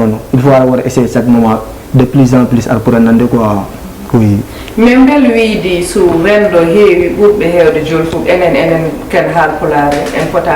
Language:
Fula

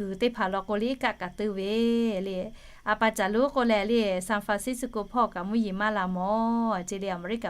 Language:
Lahu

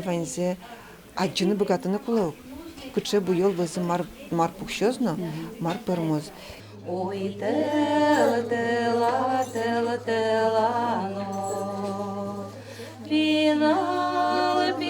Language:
Udmurt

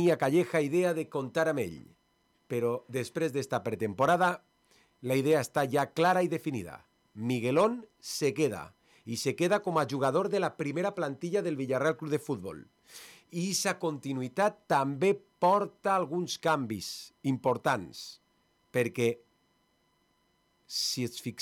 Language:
Catalan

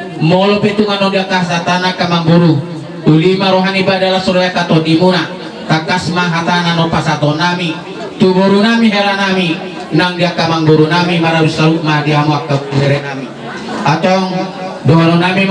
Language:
Batak Toba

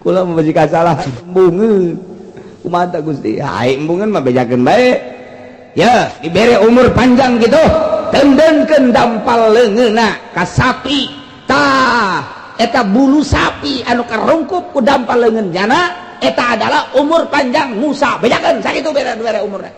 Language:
Sundanese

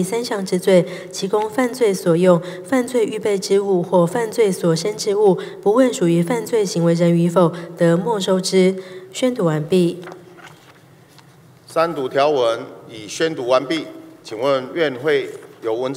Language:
Chinese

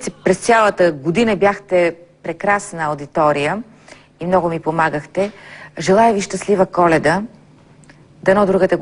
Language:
Bulgarian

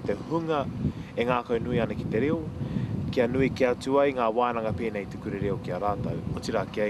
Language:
Māori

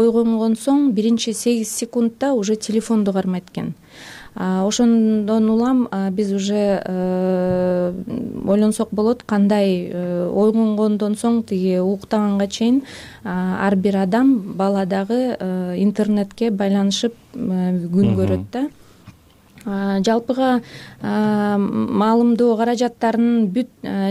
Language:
Kyrgyz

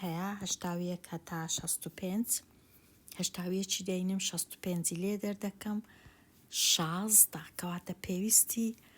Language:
Central Kurdish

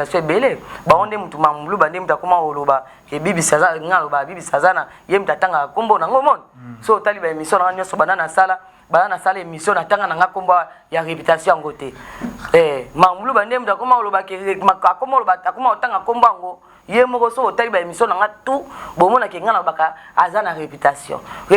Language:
Lingala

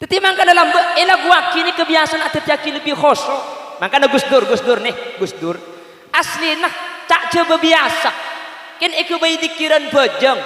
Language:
Madurese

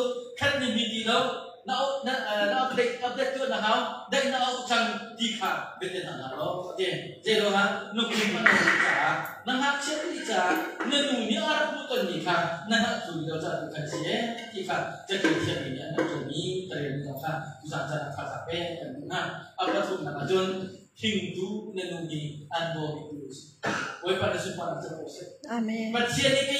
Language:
Hakha Chin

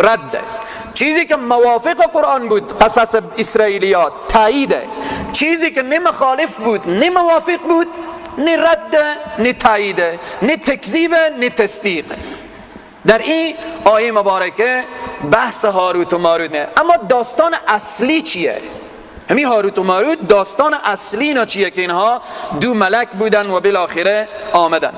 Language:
Persian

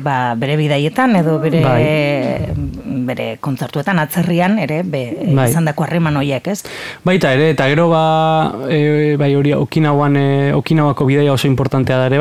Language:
Basque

